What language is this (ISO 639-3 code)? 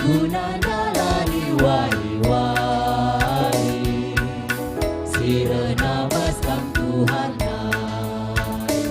btx